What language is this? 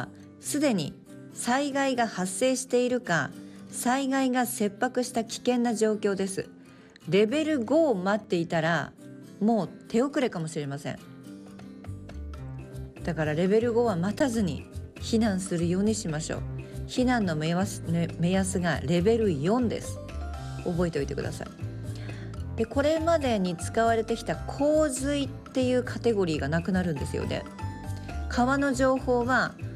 Japanese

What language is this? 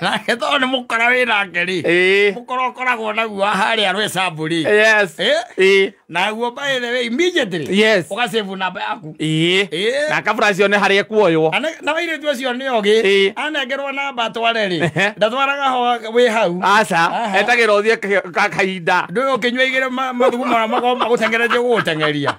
Kikuyu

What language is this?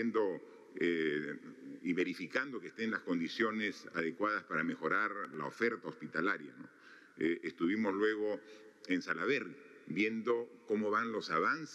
Spanish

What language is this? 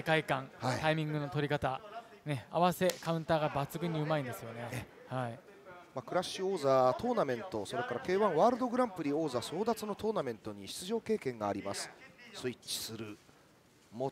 Japanese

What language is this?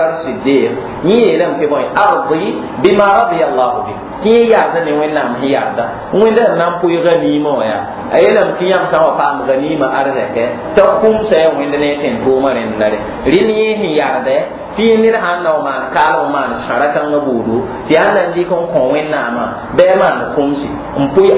Mossi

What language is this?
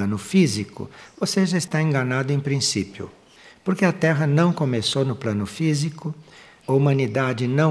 Portuguese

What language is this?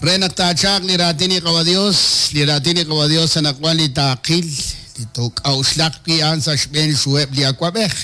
Kekchí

